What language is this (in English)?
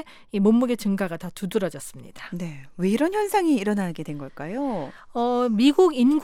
Korean